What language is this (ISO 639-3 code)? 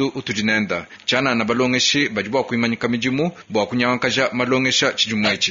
lua